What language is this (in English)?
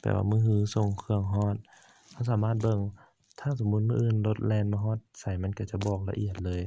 Lao